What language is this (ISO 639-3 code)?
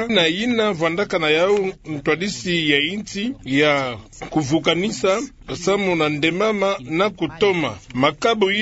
ktu